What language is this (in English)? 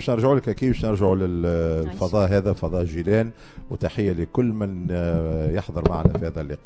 Tunisian Arabic